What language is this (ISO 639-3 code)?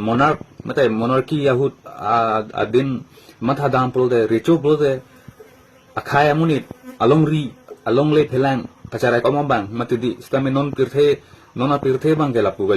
mjw